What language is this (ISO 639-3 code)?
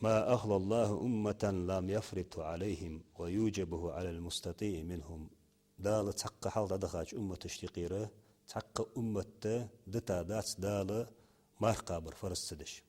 inh